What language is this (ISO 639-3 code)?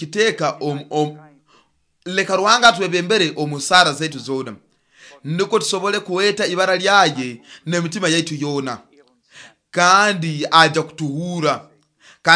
nyo